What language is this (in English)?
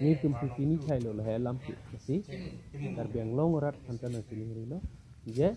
Karbi